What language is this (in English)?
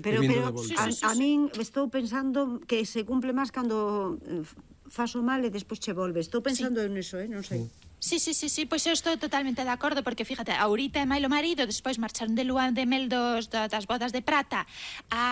Galician